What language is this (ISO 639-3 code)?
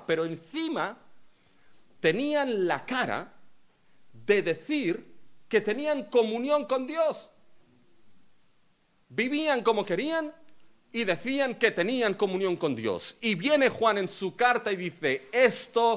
spa